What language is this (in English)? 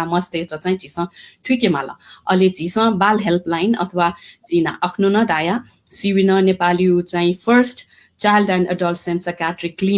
Newari